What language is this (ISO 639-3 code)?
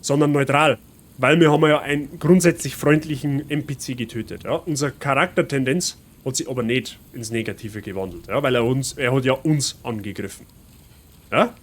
bar